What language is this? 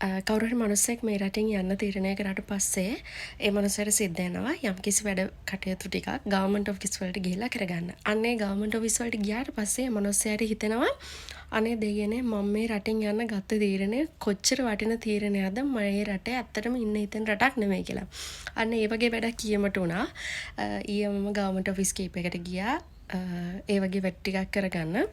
Sinhala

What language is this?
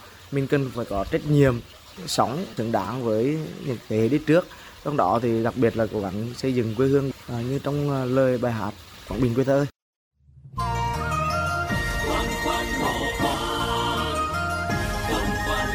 Vietnamese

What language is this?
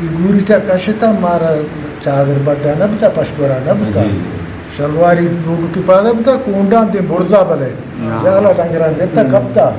Eastern Balochi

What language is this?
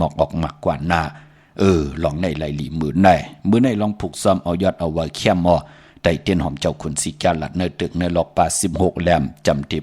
Shan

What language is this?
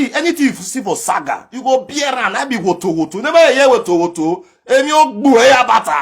Nigerian Pidgin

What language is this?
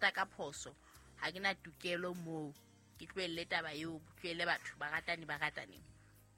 Southern Sotho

